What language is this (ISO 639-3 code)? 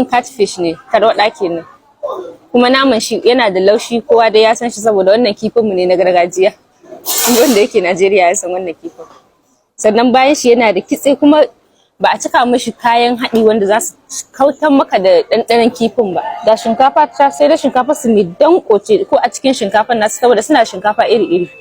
hau